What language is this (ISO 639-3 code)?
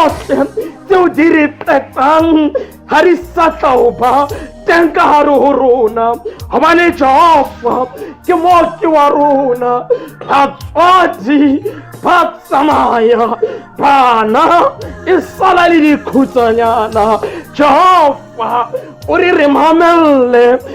sot